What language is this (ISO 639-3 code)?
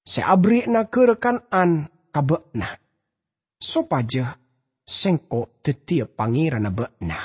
mad